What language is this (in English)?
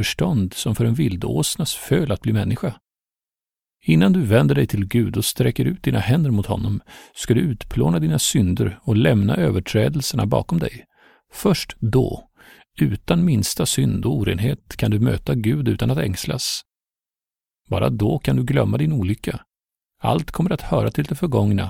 Swedish